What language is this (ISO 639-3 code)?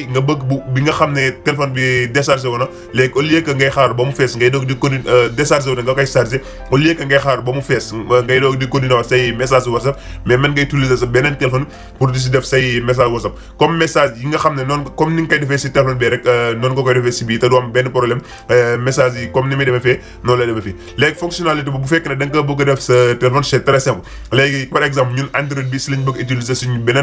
wol